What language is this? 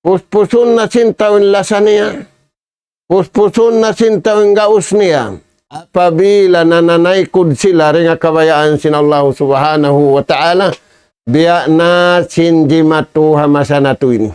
Tausug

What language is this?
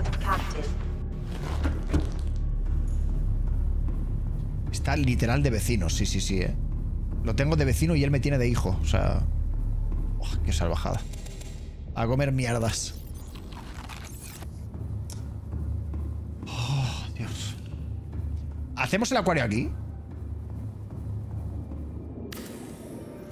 Spanish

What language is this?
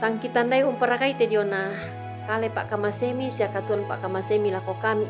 Toraja-Sa'dan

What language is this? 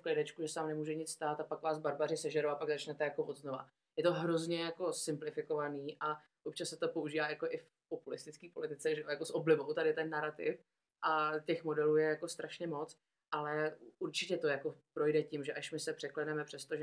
Czech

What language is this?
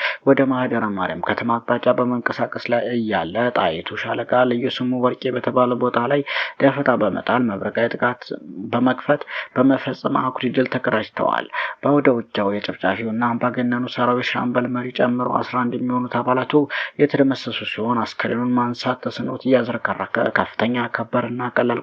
Amharic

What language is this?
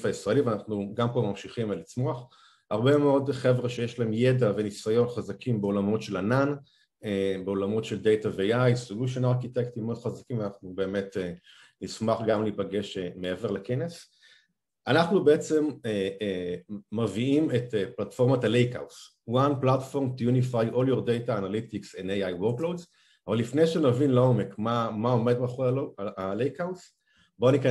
Hebrew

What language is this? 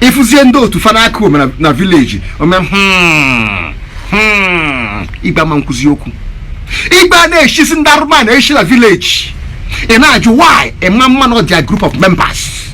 Igbo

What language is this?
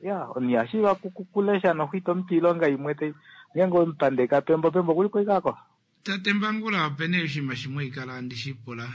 Kuanyama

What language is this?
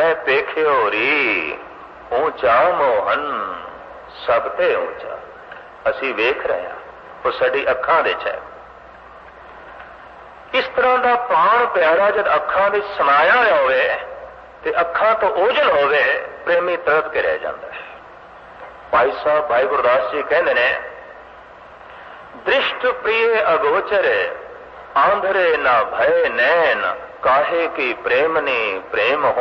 Punjabi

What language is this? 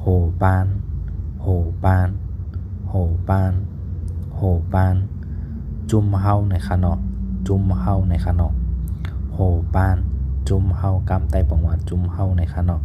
Shan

